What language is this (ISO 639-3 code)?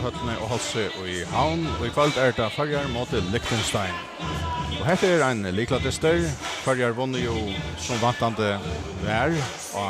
fao